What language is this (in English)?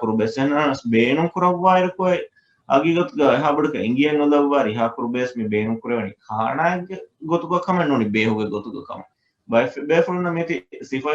Divehi